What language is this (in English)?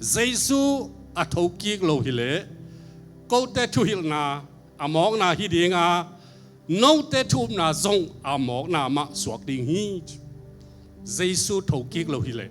Tedim Chin